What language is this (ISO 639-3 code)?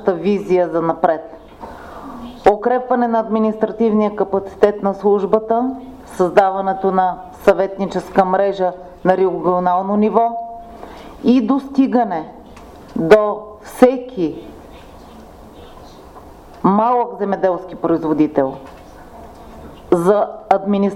bul